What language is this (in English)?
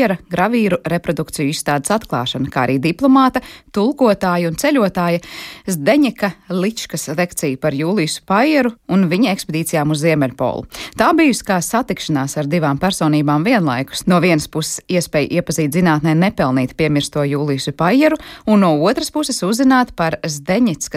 Latvian